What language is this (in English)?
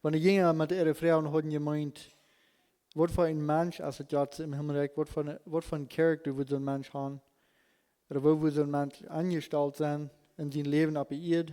Plautdietsch